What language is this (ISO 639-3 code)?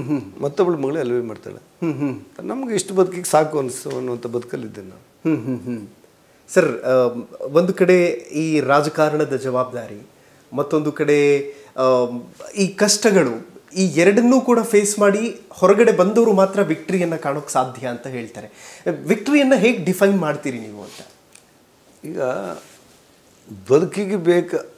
kan